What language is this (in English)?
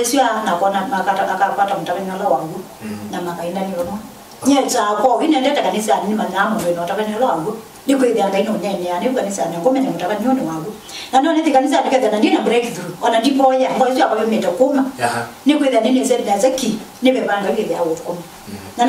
Kamba